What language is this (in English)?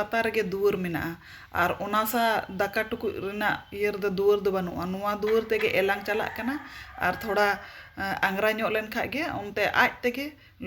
Santali